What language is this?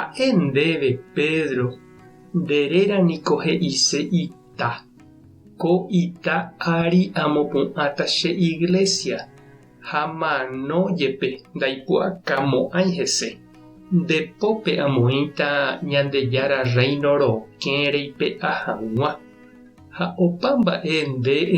Guarani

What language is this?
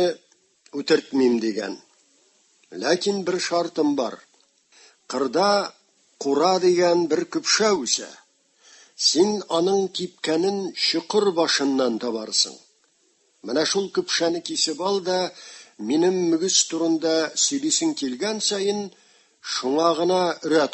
Tatar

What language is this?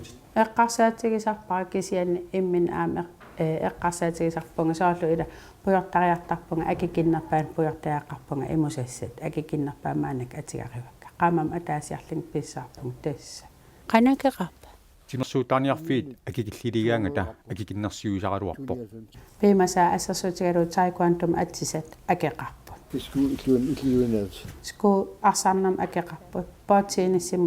Kalaallisut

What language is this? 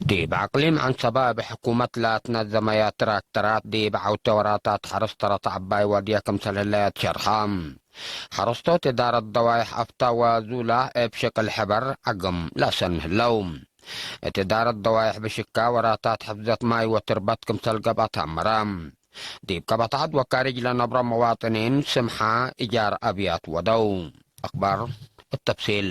Tigre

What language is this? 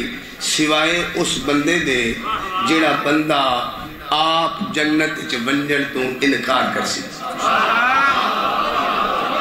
Saraiki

